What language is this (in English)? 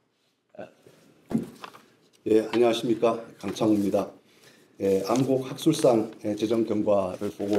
Korean